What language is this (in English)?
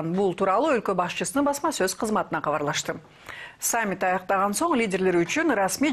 Kyrgyz